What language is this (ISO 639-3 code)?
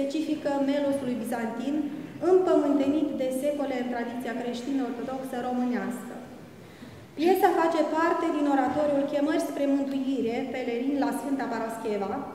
ron